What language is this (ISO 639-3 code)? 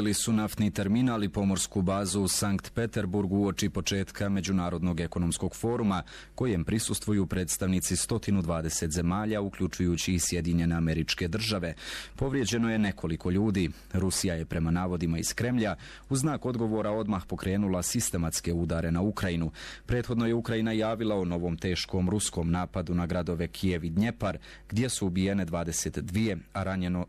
bos